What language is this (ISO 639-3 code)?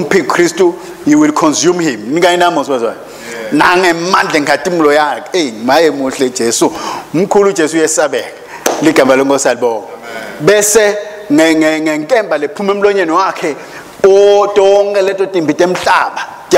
ssw